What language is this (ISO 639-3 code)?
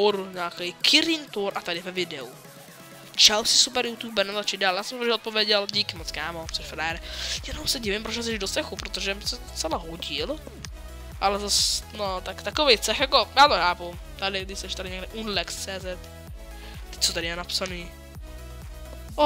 ces